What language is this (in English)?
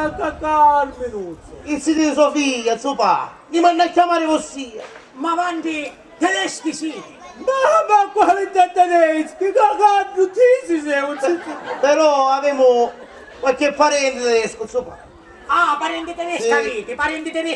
Sicilian